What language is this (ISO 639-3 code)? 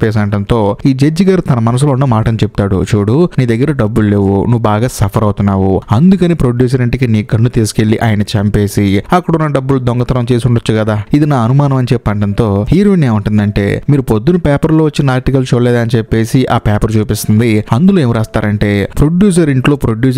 tel